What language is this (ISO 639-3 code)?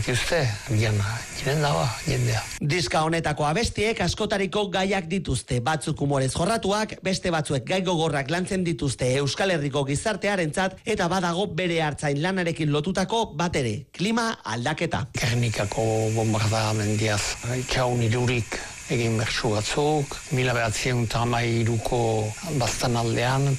eus